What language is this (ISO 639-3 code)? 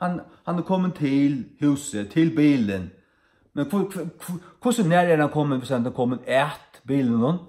fao